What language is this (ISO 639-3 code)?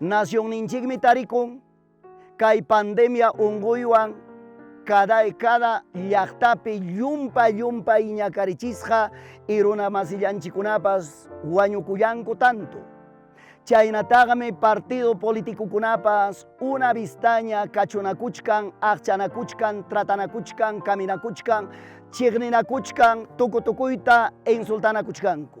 quy